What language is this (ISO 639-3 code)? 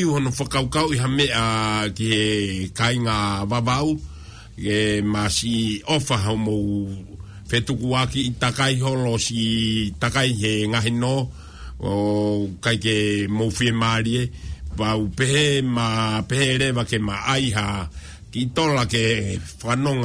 ton